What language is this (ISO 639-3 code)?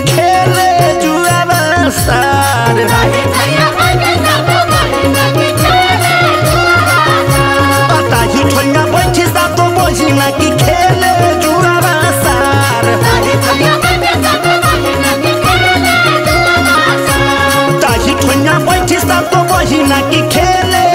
bho